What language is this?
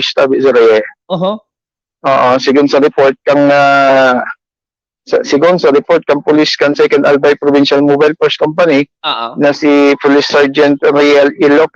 Bikol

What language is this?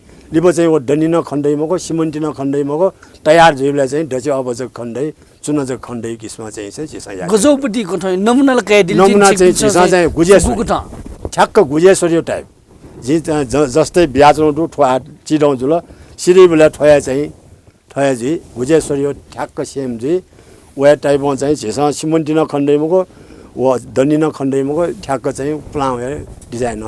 Newari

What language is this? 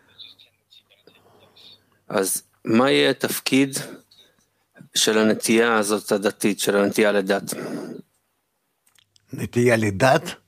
Hebrew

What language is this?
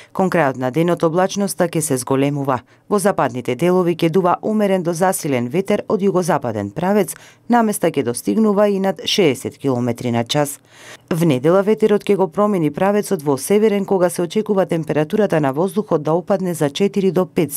Macedonian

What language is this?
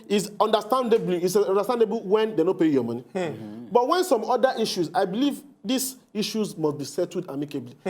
Nigerian Pidgin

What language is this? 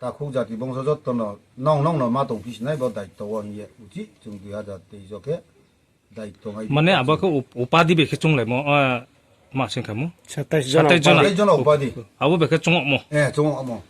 Riang (India)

